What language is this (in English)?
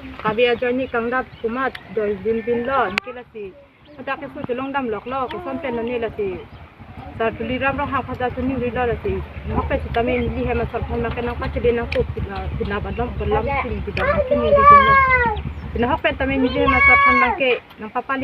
Karbi